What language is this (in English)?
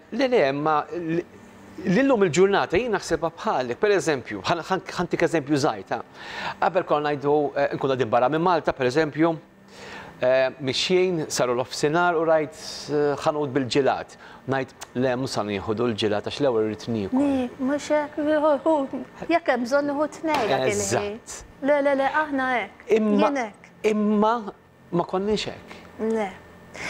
Maltese